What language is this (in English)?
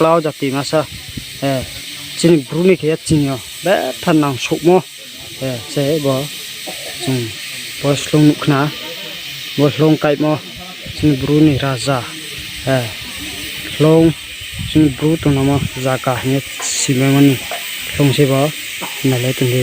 Riang (India)